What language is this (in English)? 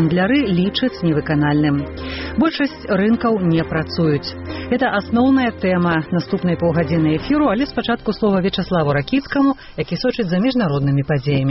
Belarusian